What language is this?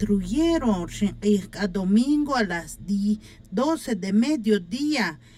Tz'utujil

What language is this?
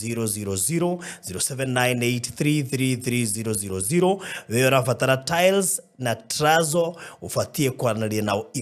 Kikuyu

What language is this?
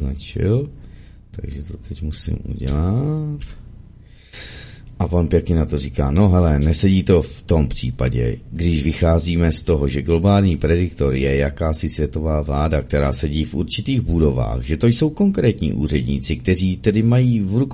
Czech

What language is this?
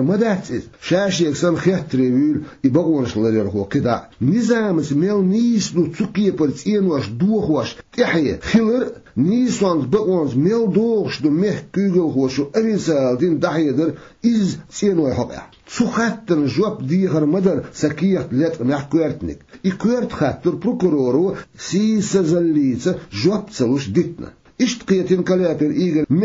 Chechen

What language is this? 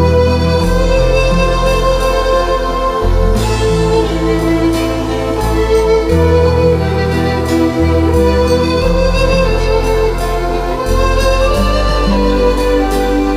Ayacucho Quechua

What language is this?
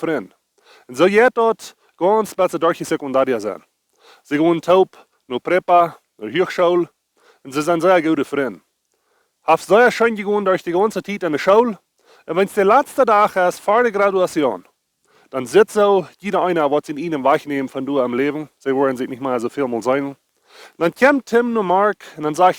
Plautdietsch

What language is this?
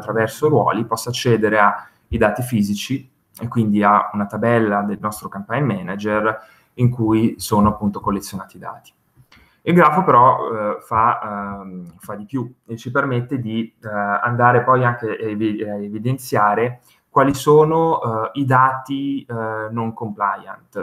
Italian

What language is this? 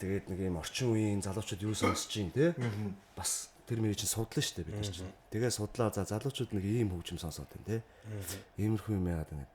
Mongolian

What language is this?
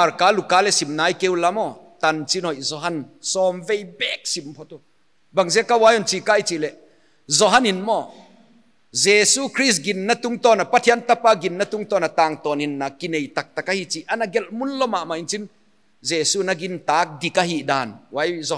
Paite Chin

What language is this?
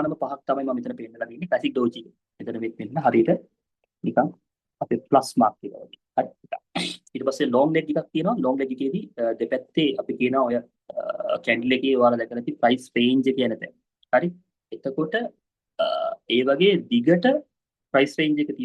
Sinhala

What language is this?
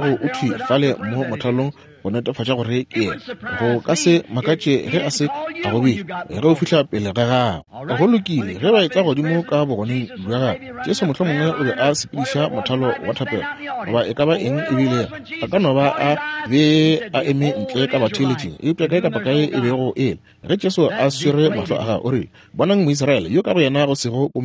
Northern Sotho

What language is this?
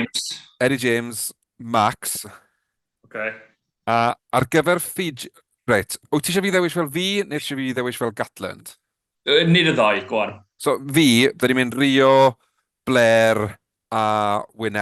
Welsh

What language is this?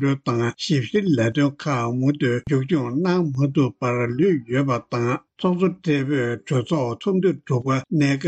Tibetan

